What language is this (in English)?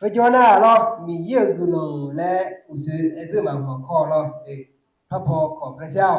Akha